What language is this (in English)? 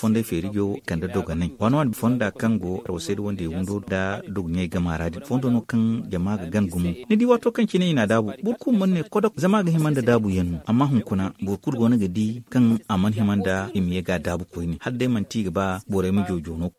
Zarma